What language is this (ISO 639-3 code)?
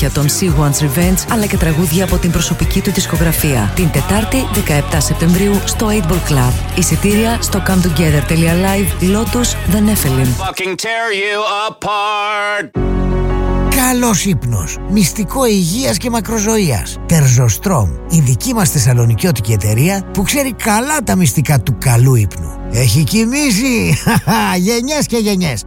ell